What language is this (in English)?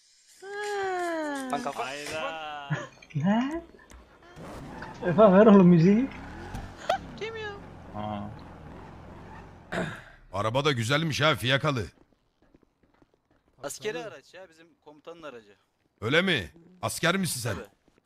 Turkish